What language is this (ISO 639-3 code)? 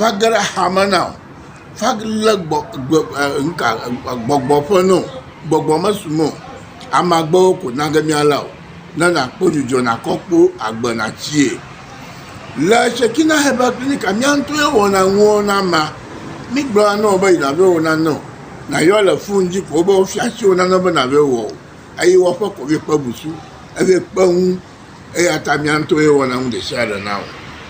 ewe